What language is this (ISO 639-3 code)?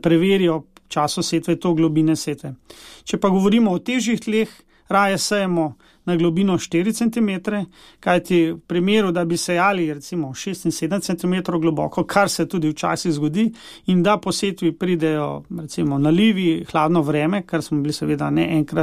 slv